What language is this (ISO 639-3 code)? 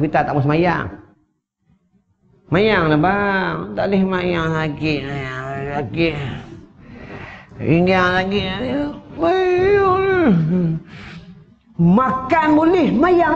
msa